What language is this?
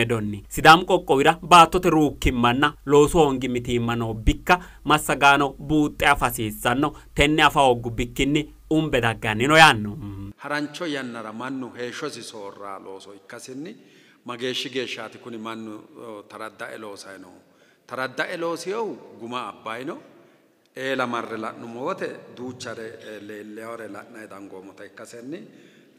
Sidamo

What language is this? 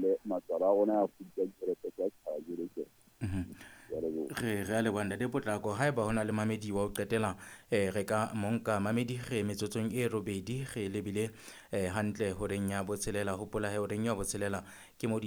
Southern Sotho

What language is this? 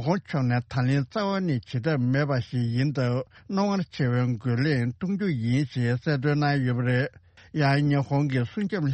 Tibetan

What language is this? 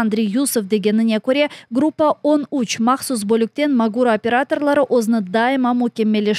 Crimean Tatar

